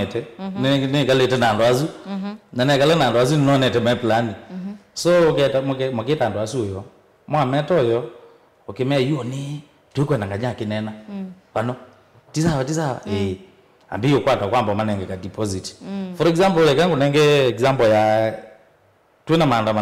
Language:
Kamba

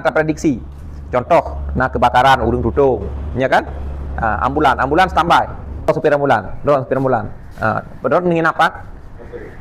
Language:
Achinese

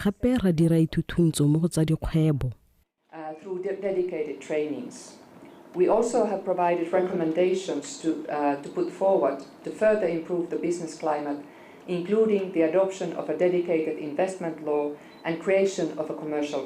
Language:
Tswana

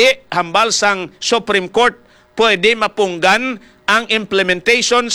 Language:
Hiligaynon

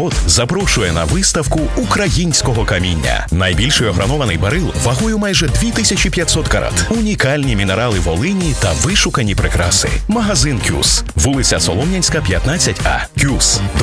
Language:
Ukrainian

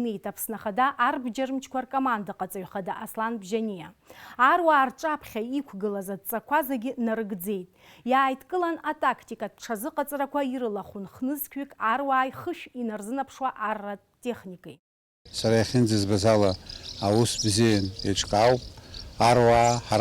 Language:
Abkhazian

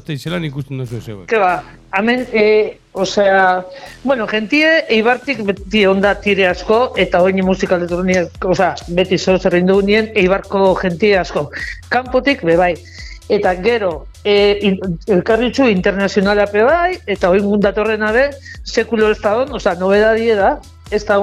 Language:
Basque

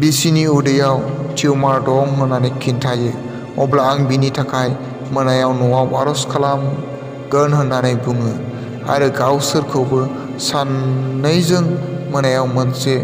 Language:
Bodo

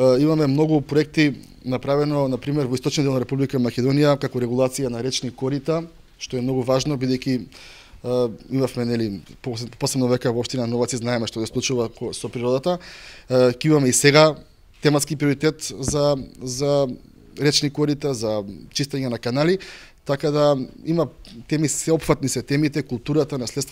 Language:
Macedonian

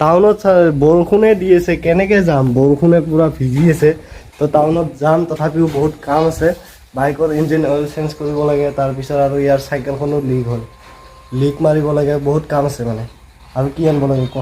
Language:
Assamese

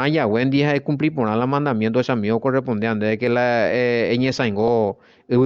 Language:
Guarani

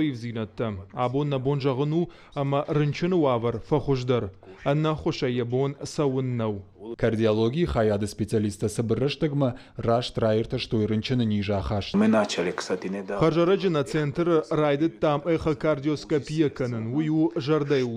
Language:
Ossetic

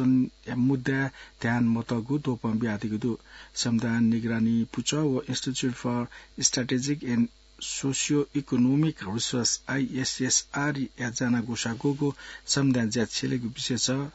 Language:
Newari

